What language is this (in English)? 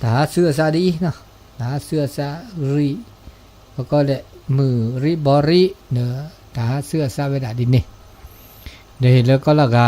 S'gaw Karen